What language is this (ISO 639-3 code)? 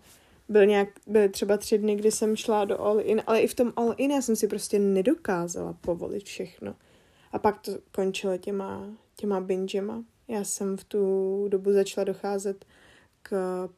ces